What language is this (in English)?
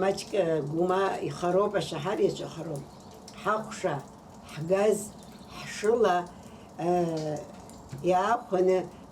Abkhazian